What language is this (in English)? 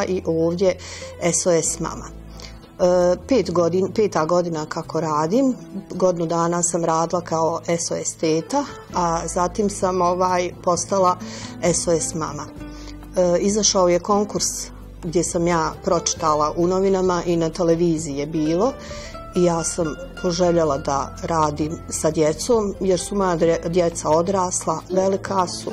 Bosnian